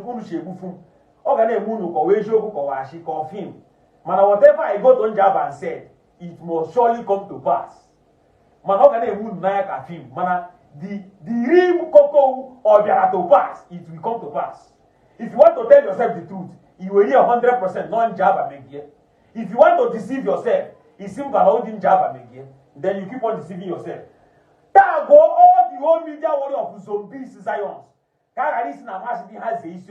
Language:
Igbo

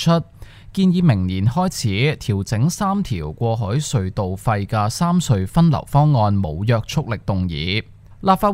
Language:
Cantonese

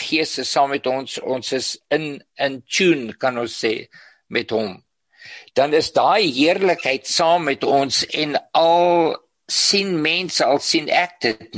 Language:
Afrikaans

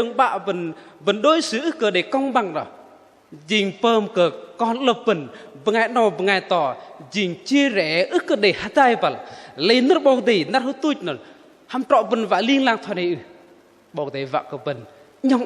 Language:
Bahnar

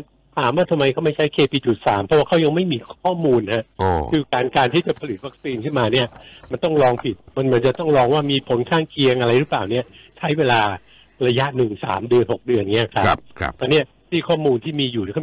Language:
Thai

